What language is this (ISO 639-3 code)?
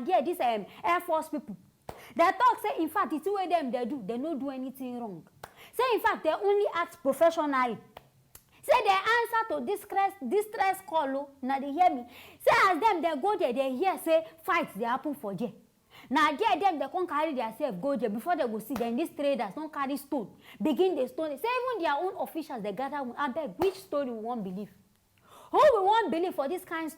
pcm